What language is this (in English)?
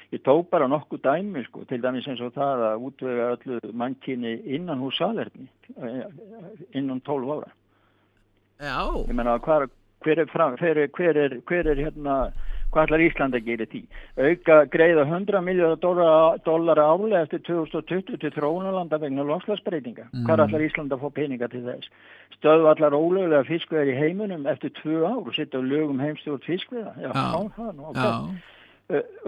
Icelandic